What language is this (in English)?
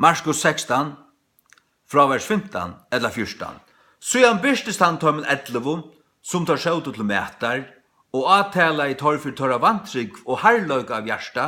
Faroese